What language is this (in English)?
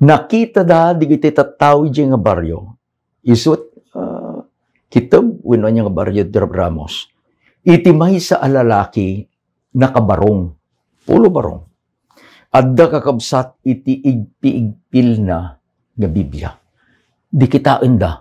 Iloko